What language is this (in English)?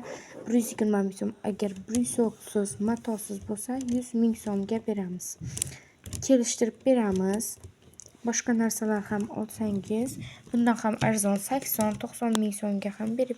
Uzbek